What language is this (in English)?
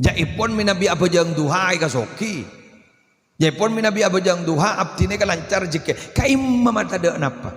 Madurese